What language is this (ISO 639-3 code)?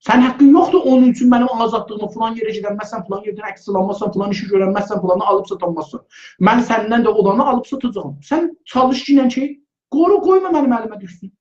azb